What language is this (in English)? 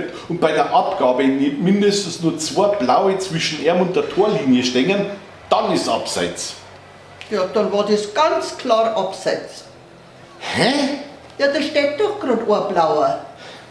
Bavarian